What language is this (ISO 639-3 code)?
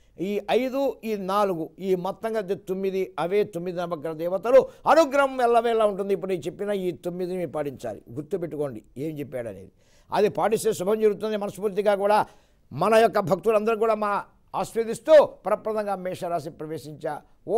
tel